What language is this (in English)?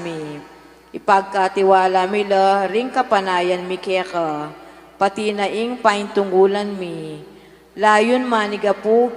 Pampanga